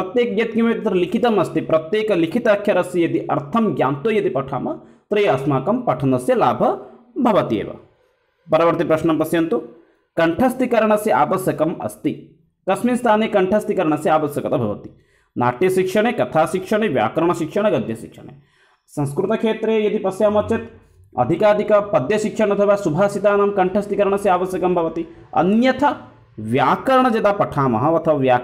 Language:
Sanskrit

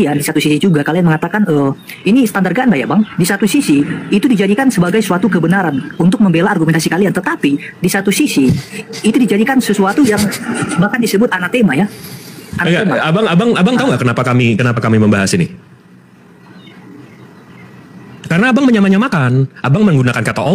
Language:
Indonesian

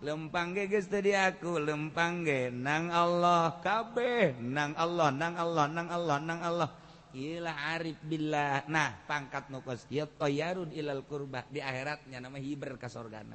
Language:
Sundanese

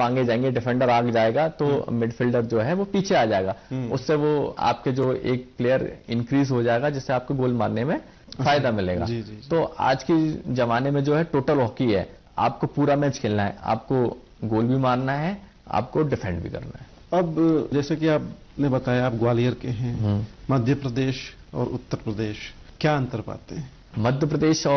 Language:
Hindi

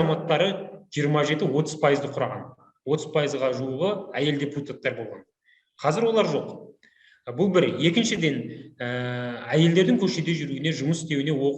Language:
Kazakh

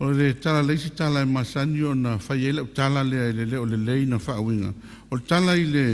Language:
Samoan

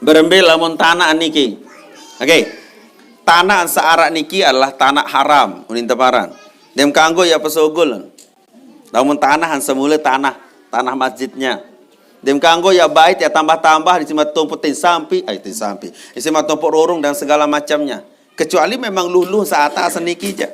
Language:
Sasak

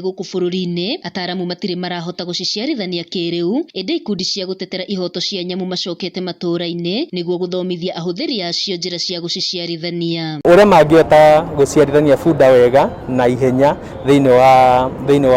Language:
Kikuyu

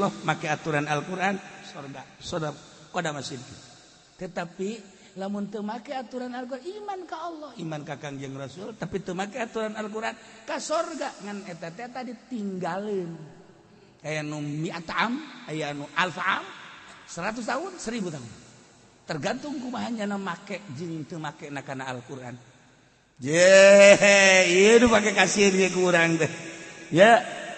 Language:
Sundanese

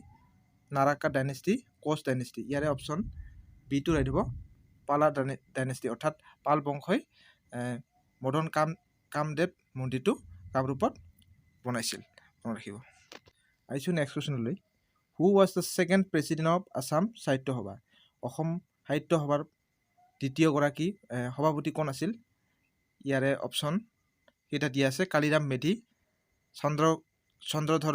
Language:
Assamese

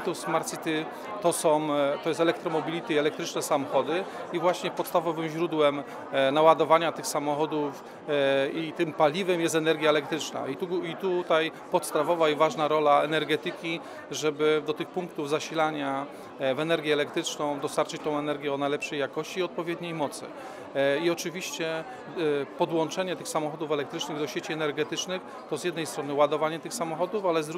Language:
Polish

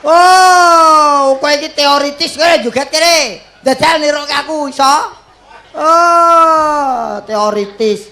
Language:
Javanese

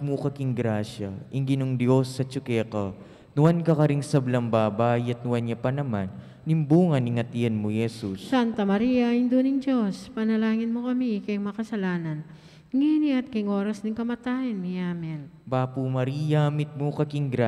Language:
Pampanga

